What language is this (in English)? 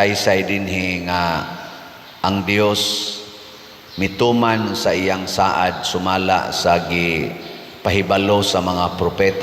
Cebuano